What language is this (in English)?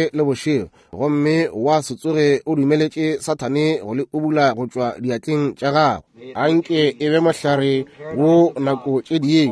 Northern Sotho